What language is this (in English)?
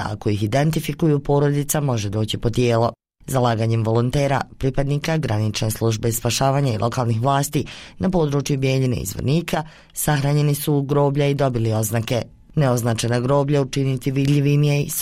Bosnian